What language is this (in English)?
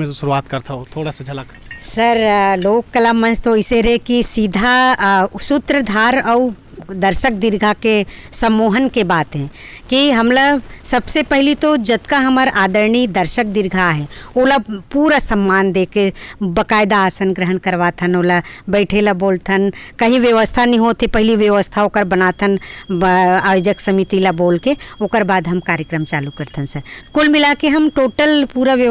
Chhattisgarhi